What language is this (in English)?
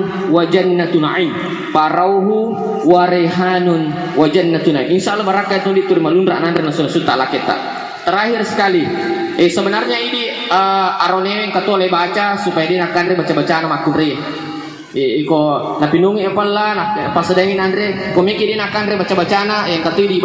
Buginese